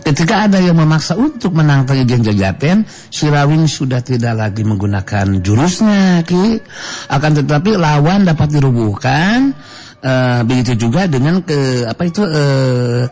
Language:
Sundanese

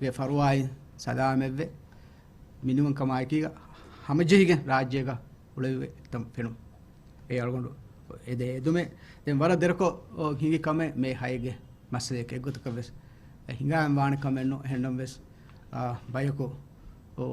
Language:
Divehi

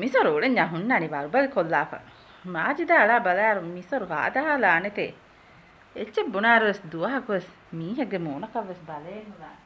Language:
Divehi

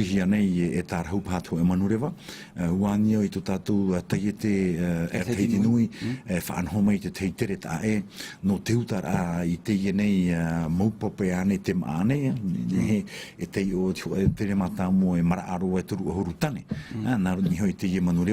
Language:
Tahitian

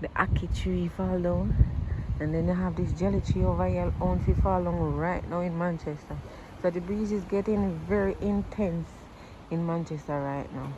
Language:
Jamaican Creole English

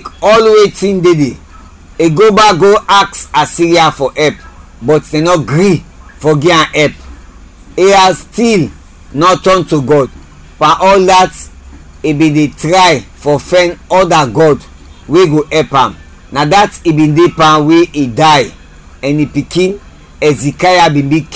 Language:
Krio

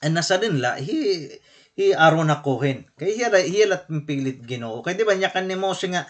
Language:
Waray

